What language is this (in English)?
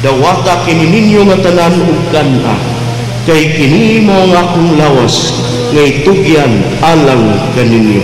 Cebuano